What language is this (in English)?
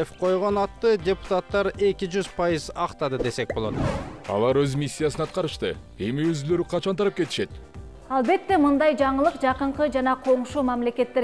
Kyrgyz